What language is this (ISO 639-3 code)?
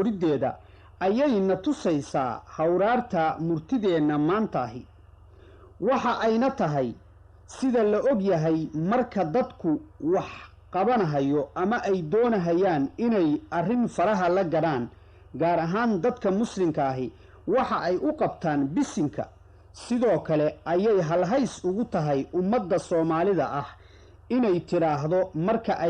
som